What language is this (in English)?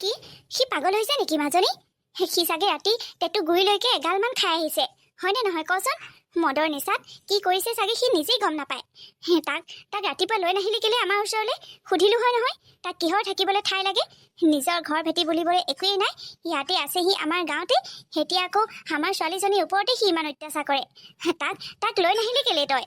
Assamese